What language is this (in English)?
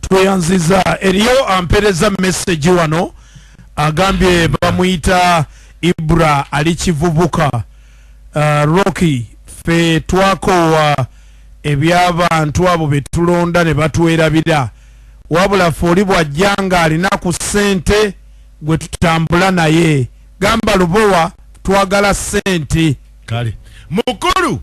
Ganda